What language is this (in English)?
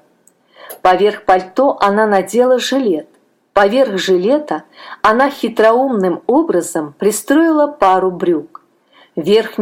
Russian